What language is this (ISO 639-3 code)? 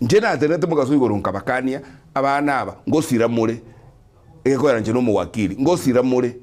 guz